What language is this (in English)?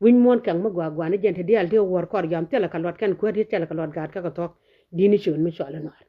Nuer